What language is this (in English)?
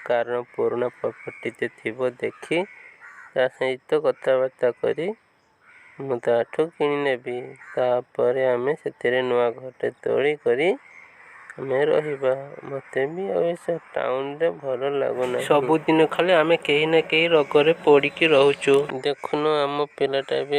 Odia